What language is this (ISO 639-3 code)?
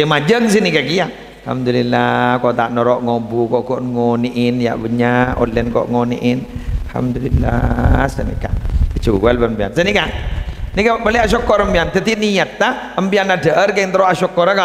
mad